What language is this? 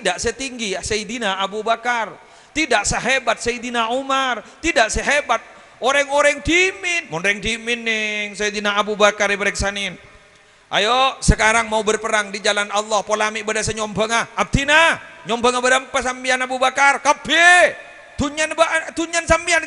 Madurese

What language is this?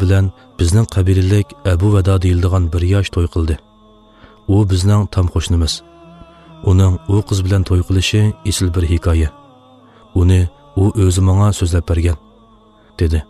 Uyghur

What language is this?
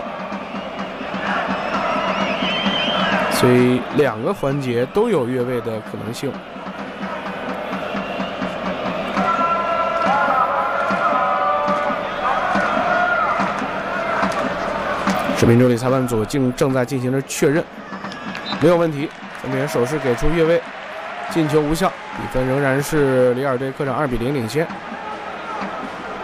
Chinese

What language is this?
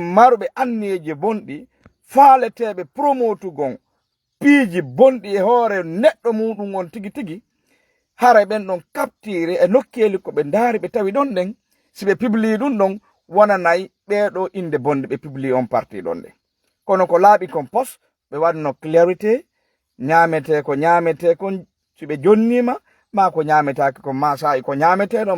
Fula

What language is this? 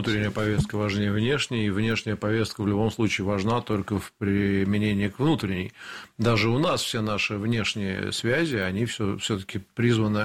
Russian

